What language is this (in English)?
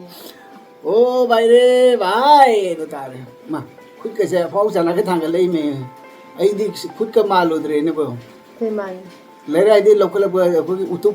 Manipuri